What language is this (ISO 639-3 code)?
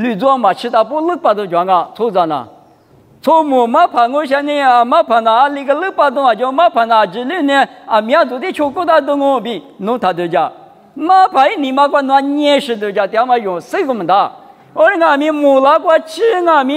lis